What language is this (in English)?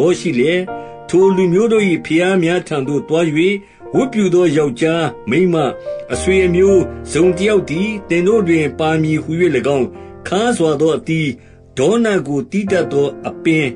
Burmese